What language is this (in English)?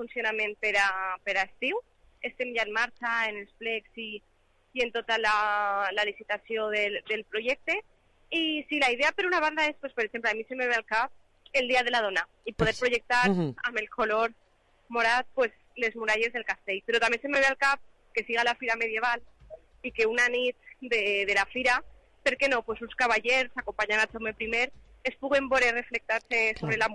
Catalan